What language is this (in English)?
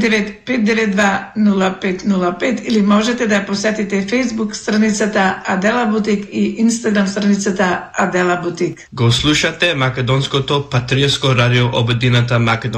Macedonian